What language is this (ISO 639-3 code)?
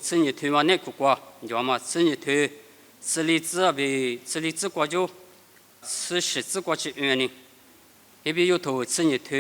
lis